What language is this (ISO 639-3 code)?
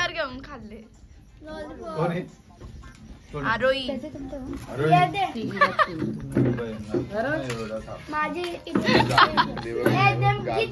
mar